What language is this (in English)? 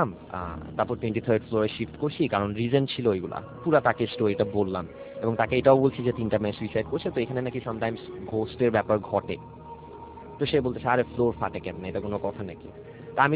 Bangla